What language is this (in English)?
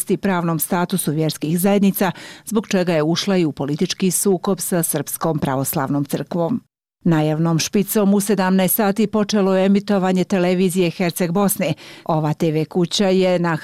Bosnian